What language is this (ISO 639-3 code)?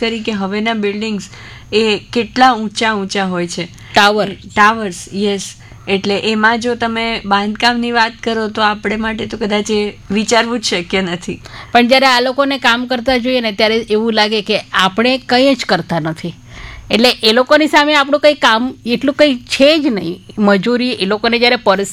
guj